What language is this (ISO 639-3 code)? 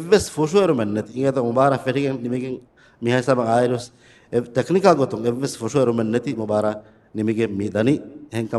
div